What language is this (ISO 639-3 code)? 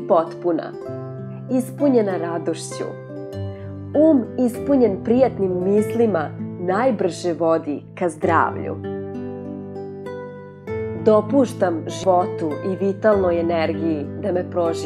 srp